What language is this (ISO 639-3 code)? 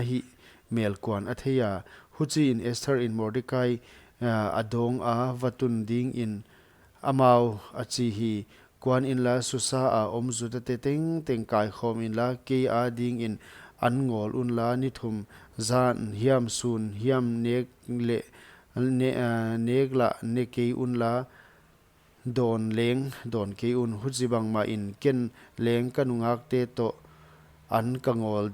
pck